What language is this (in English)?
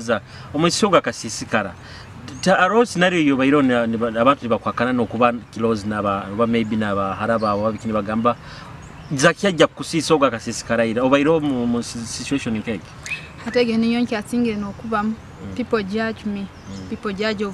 Nyoro